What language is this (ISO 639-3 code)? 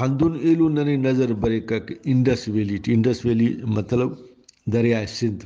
brh